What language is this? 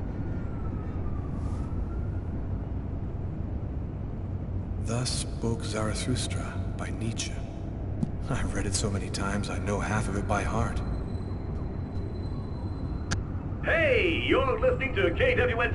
English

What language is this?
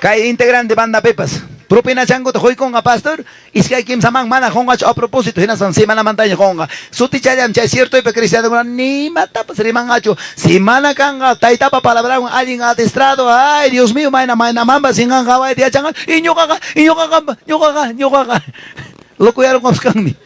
Ayacucho Quechua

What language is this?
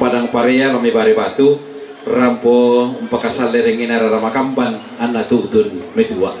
Toraja-Sa'dan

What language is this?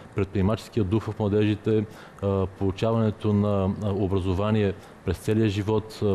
Bulgarian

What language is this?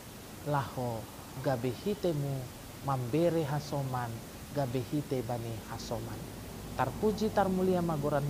Batak Simalungun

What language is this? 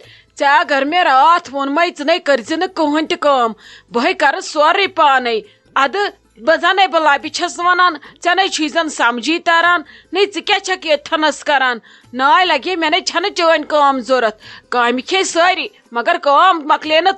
Kashmiri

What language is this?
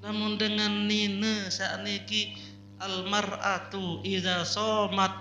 Sasak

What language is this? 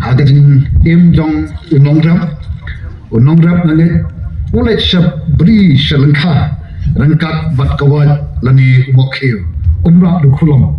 Khasi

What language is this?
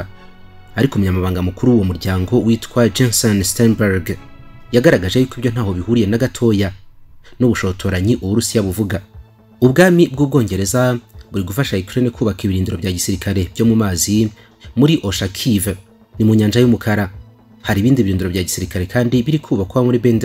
Kinyarwanda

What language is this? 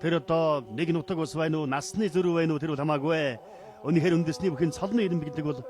Mongolian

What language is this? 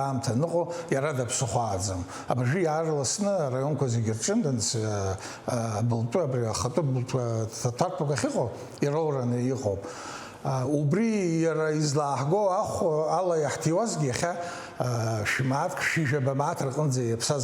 Abkhazian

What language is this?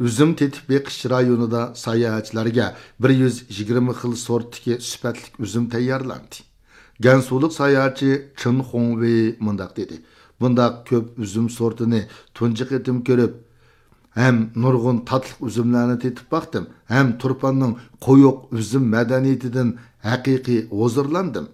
Uyghur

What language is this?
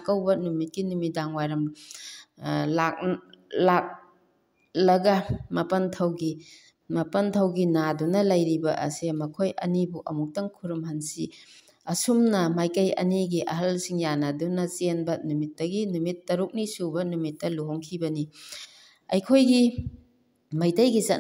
Manipuri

